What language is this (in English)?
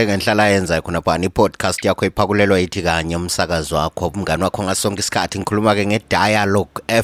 North Ndebele